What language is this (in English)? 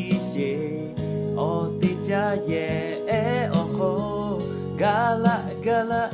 Lahu